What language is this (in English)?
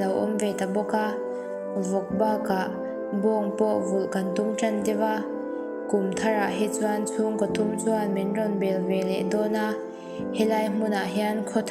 Mizo